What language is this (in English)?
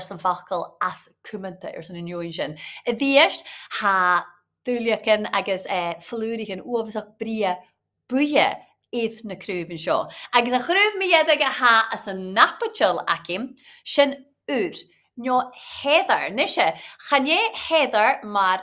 Scottish Gaelic